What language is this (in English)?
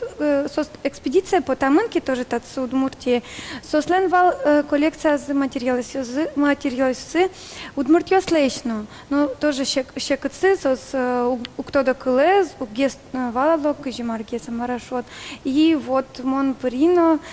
Udmurt